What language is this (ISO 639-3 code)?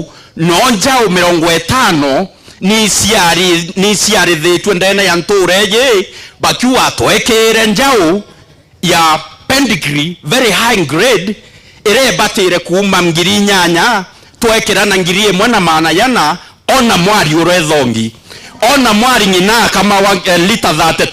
mer